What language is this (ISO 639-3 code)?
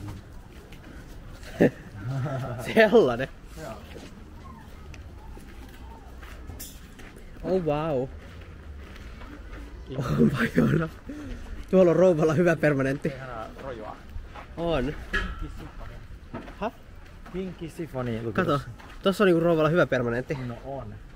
fin